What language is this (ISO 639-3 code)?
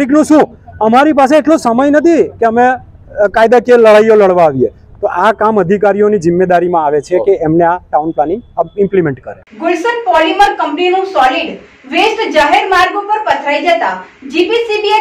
guj